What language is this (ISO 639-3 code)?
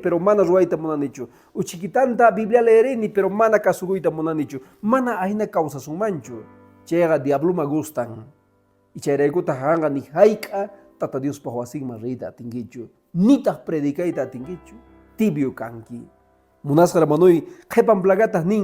que